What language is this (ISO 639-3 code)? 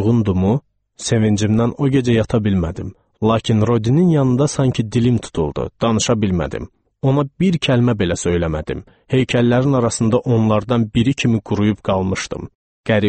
aze